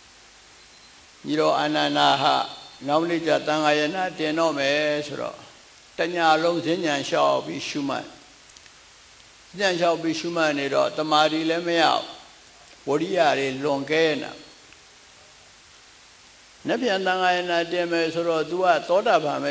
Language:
Burmese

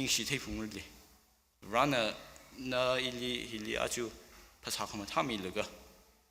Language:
Tangkhul Naga (India)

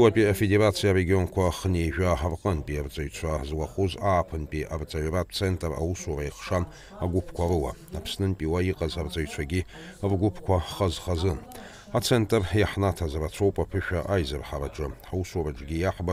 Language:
Abkhazian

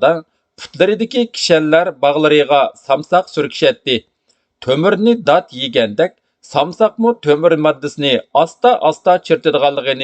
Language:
Uyghur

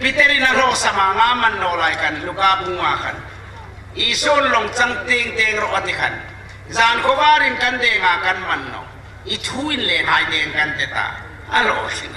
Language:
Hmar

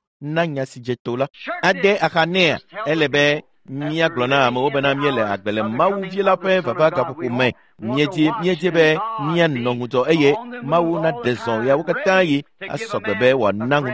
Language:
Ewe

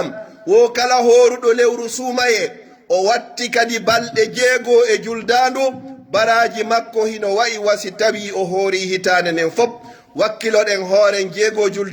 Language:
Pular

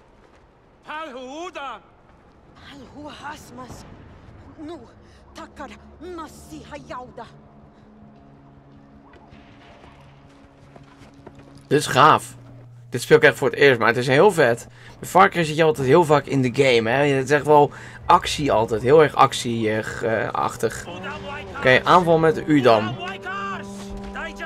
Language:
Dutch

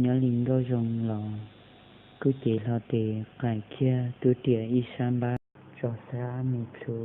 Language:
Hmong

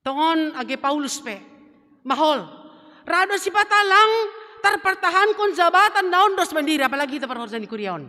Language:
Batak Simalungun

